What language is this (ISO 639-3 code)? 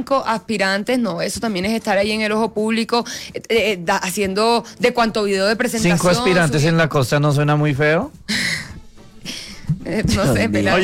spa